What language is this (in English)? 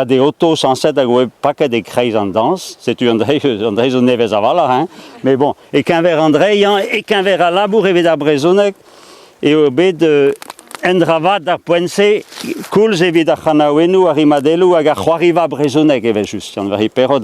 Breton